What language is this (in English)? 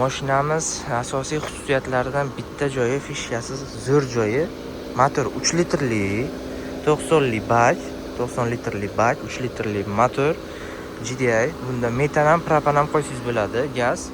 Uzbek